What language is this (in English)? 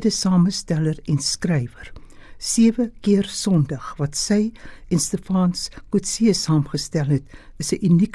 Afrikaans